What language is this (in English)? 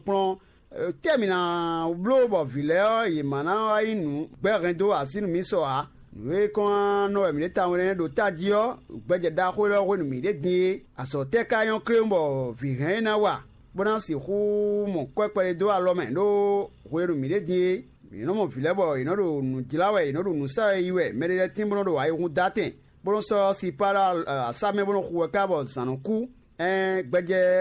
Fon